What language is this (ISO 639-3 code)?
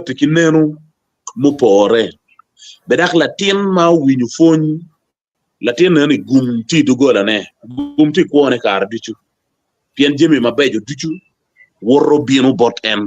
ach